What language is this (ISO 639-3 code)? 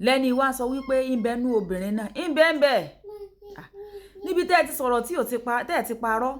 yor